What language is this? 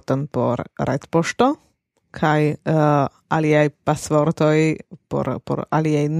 Esperanto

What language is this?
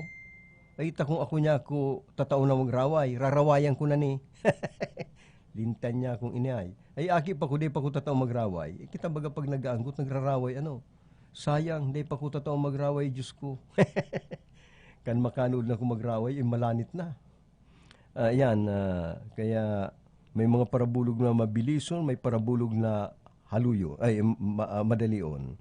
Bikol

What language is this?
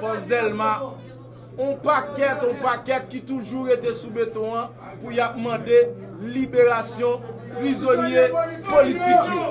Haitian Creole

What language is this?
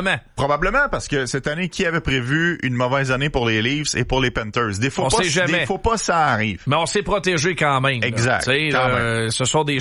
French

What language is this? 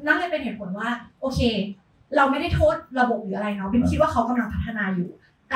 Thai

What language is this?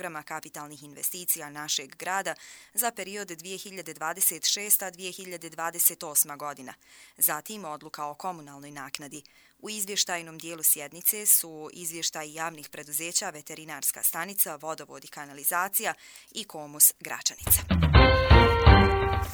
Bosnian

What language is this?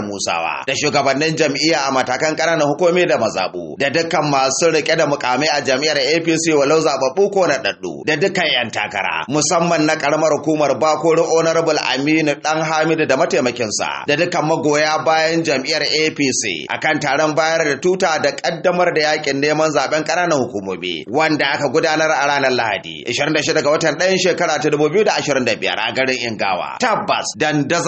Hausa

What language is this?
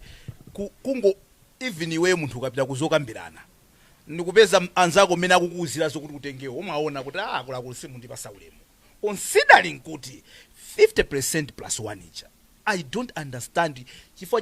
Nyanja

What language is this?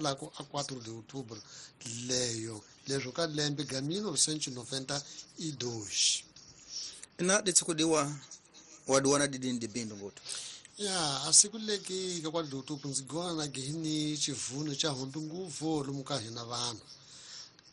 Tsonga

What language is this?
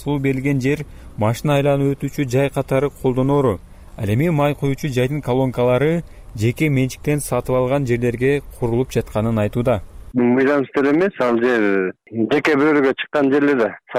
Kyrgyz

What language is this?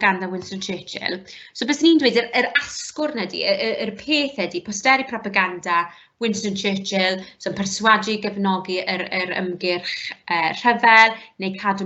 Welsh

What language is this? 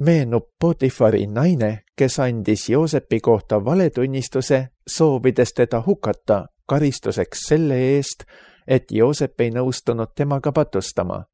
Estonian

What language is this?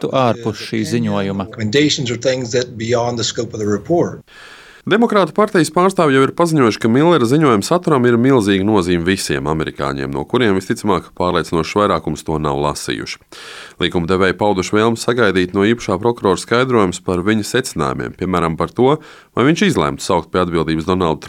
Latvian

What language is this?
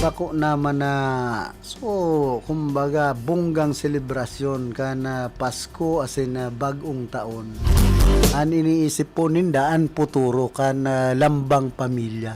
Bikol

